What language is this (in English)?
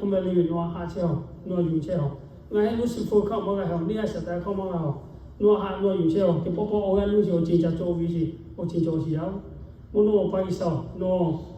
Lahu